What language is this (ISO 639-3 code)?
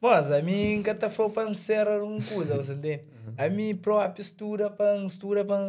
kea